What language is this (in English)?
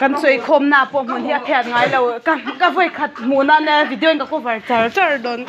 Mizo